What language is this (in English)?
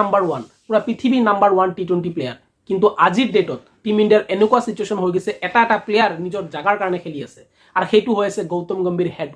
Assamese